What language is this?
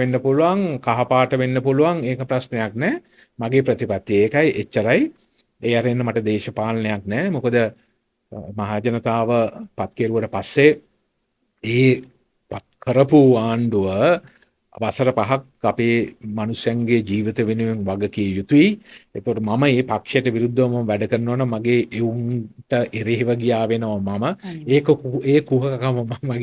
Sinhala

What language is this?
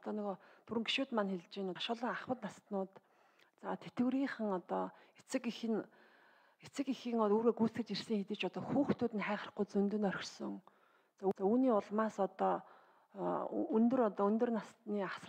Mongolian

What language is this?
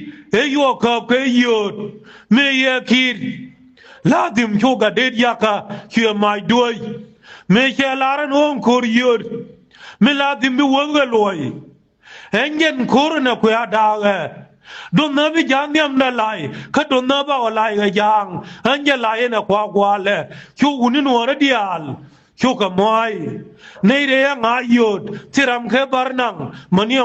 Nuer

